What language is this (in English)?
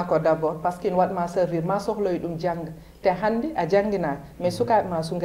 Fula